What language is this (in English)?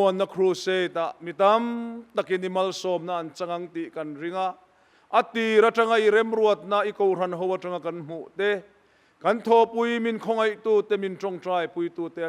Mizo